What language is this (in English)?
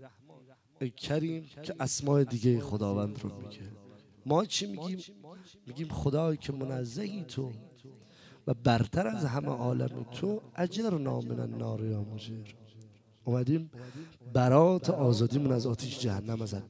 Persian